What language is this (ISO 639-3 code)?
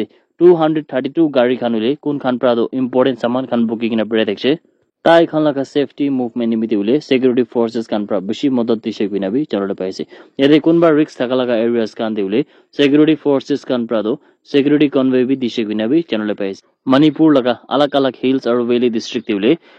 nag